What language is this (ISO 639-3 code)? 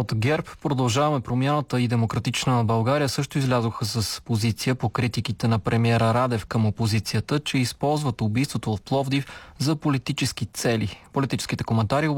bul